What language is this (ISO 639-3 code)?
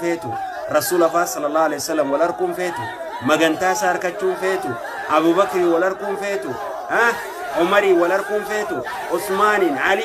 orm